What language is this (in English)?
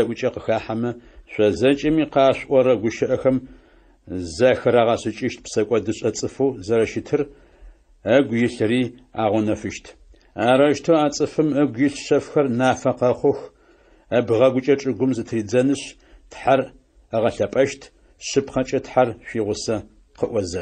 Adyghe